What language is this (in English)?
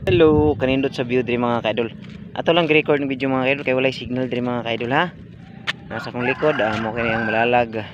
Cebuano